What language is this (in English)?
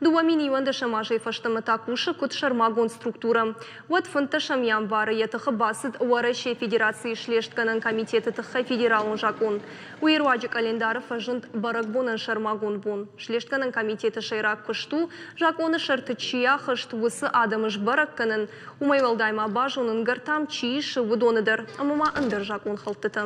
Ossetic